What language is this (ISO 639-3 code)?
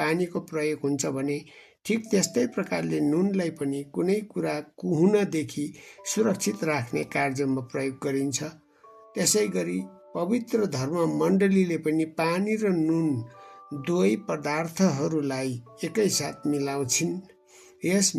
nep